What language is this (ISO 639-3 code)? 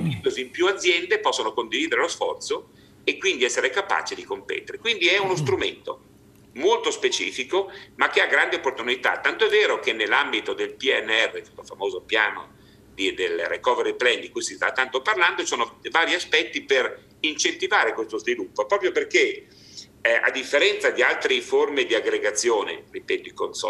ita